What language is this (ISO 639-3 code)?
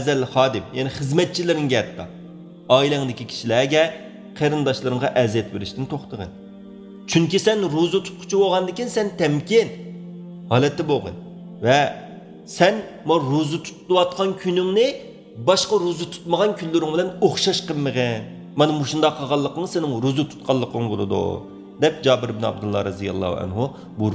uig